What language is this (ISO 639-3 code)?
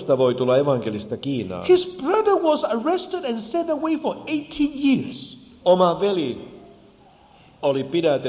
fin